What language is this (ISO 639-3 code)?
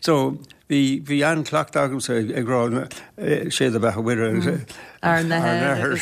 gle